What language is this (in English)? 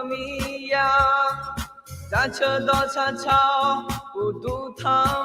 Akha